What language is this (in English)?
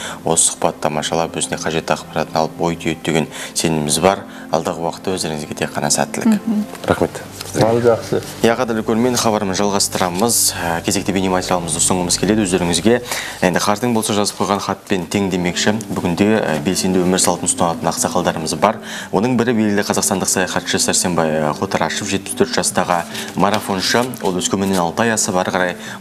Kazakh